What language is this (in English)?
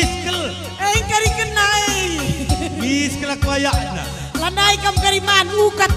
Batak Karo